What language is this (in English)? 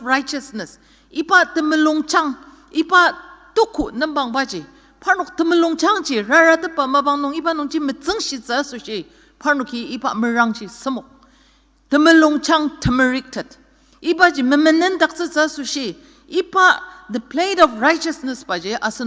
Ao Naga